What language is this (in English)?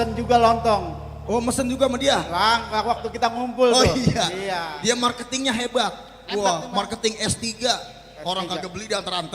Betawi